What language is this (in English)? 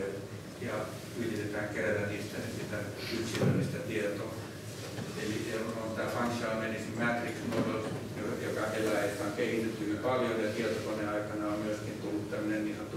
Finnish